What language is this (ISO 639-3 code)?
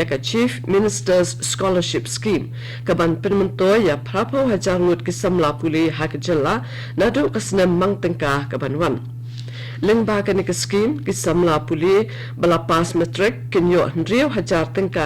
kha